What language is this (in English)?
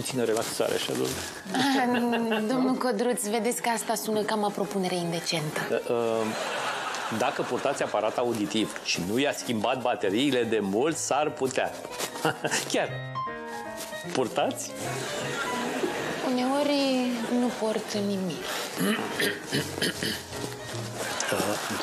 Romanian